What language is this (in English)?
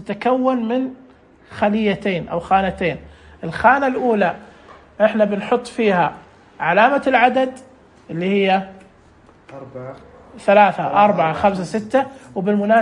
Najdi Arabic